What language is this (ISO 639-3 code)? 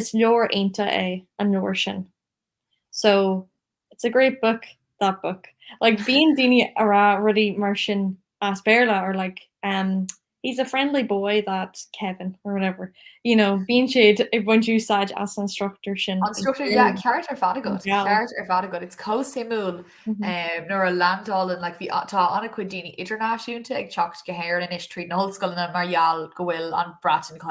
gle